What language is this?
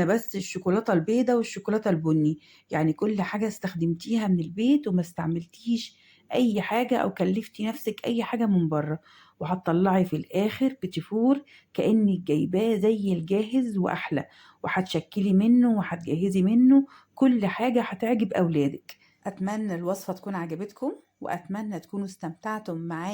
Egyptian Arabic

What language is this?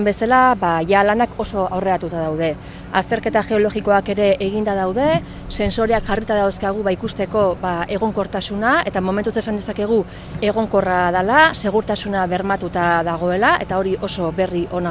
Basque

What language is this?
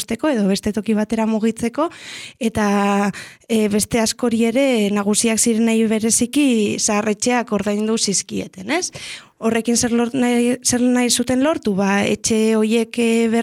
Basque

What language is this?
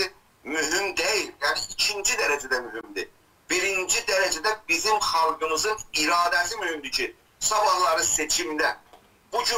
South Azerbaijani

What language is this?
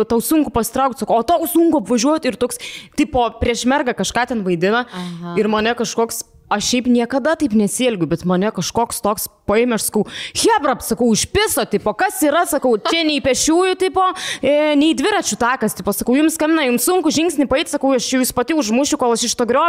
Lithuanian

